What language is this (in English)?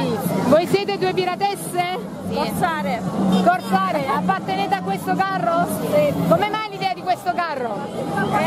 Italian